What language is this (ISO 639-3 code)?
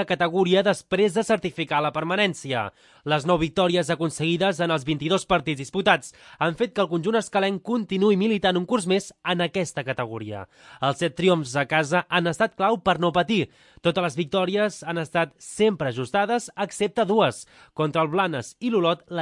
cat